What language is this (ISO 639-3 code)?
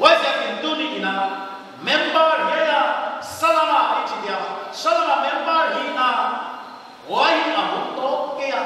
pck